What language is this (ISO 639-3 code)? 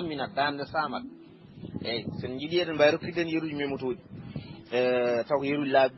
ful